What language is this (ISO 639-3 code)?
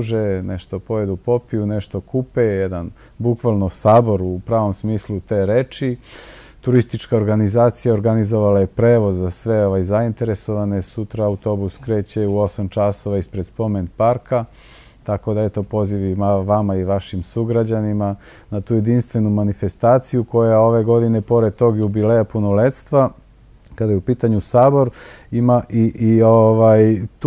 srp